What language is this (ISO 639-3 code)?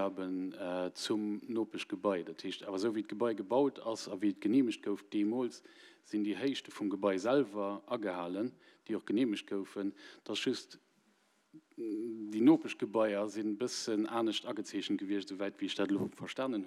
ltz